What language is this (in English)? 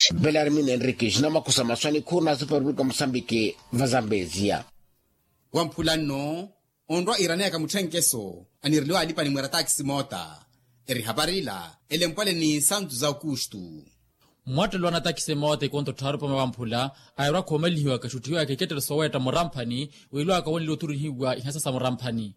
Makhuwa